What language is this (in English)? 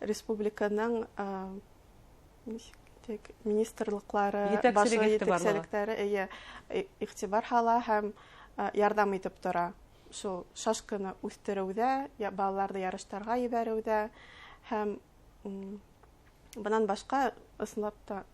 Bashkir